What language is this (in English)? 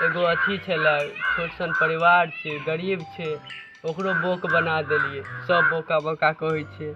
Maithili